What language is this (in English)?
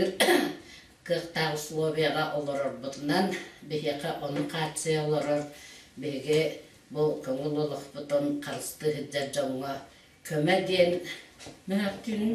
Yakut